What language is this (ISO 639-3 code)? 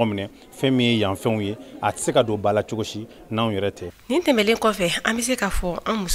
bam